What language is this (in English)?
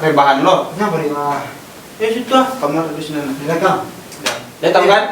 Minangkabau